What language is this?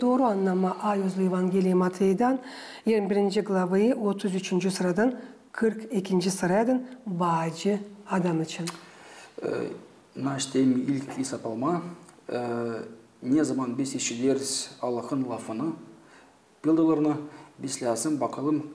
Gagauz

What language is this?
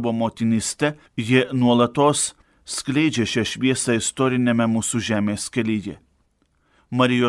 Lithuanian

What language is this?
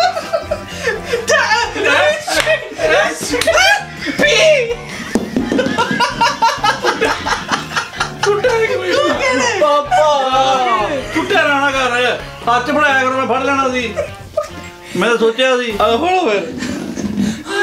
Punjabi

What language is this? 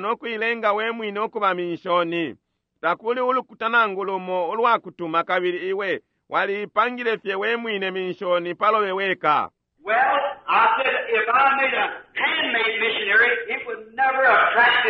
Bemba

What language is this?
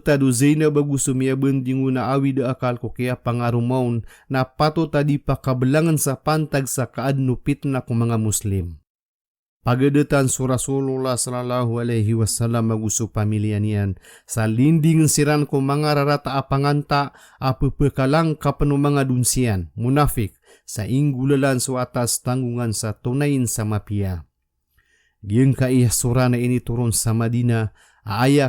Maranao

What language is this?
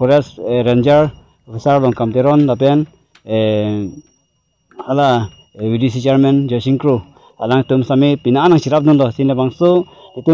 Karbi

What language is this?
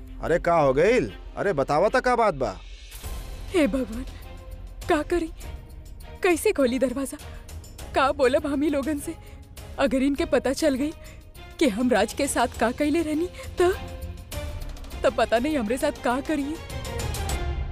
Bhojpuri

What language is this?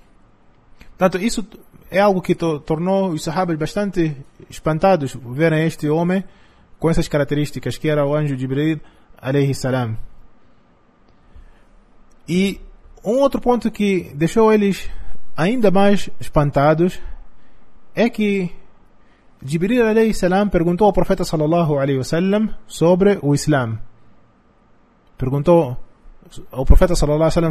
Portuguese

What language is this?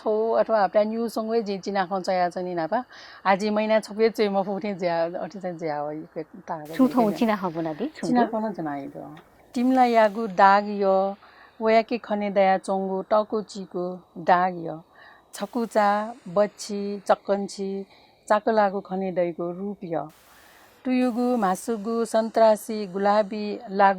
Newari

